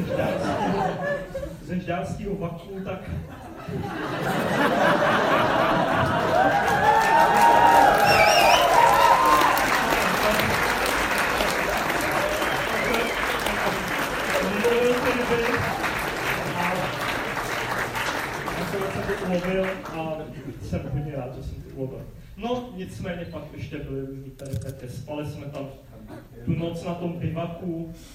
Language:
Czech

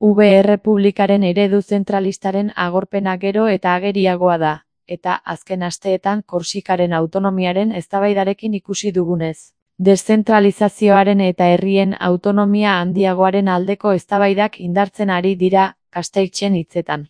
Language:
Basque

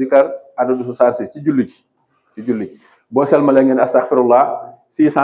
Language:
Wolof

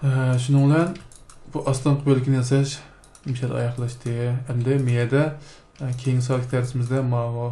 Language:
Uyghur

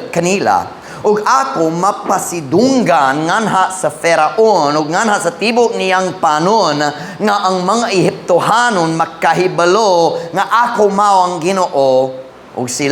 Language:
Cebuano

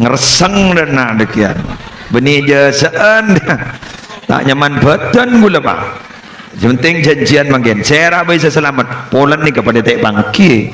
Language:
Madurese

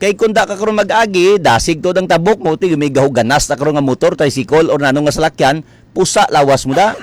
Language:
Hiligaynon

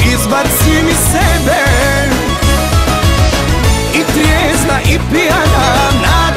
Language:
Bosnian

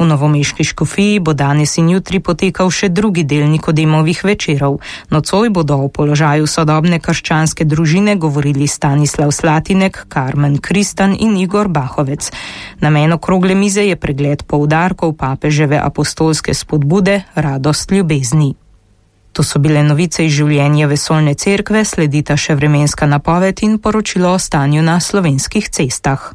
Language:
Slovenian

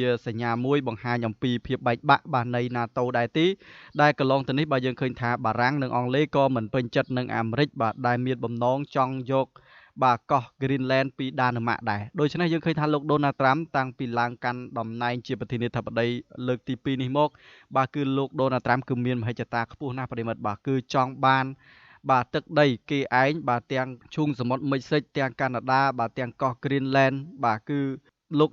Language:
Khmer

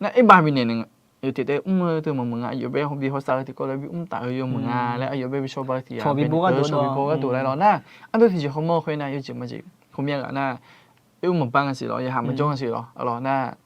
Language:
Akha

